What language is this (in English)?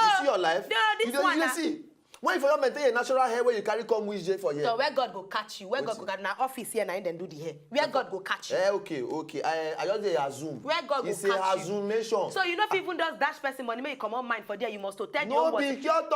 Nigerian Pidgin